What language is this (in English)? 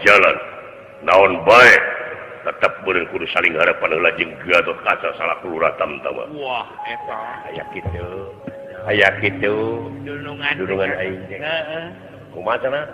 Sundanese